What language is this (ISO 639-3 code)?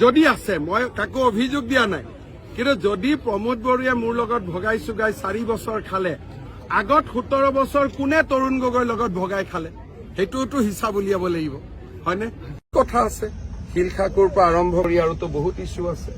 asm